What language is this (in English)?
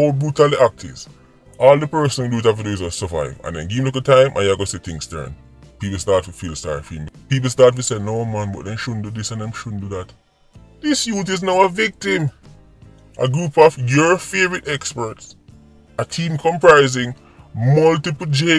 Jamaican Creole English